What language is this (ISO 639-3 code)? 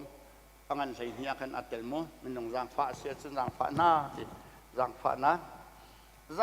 cnh